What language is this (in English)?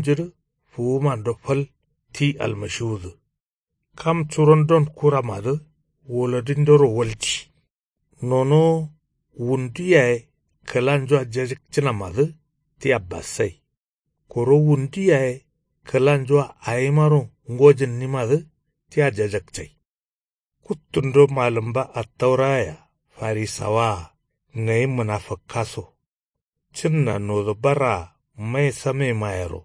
Kanuri